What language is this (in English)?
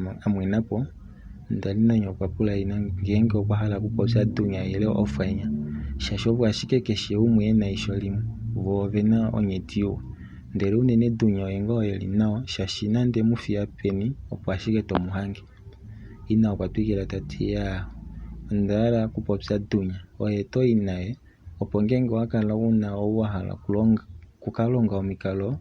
Kuanyama